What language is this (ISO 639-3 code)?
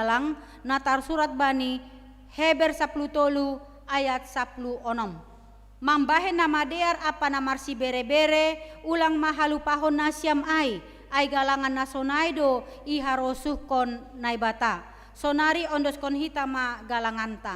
bts